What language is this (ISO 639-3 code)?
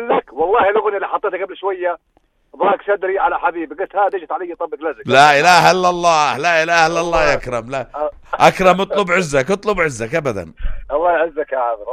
apc